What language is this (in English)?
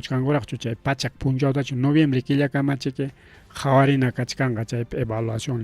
Ayacucho Quechua